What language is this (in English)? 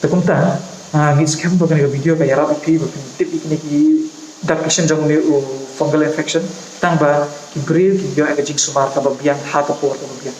Khasi